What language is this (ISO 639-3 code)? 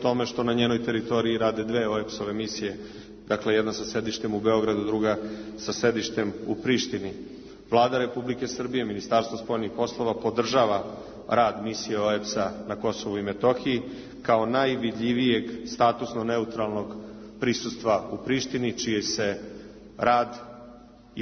srp